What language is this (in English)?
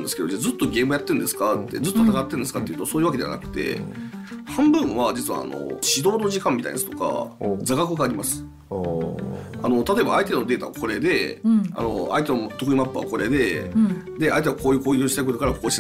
Japanese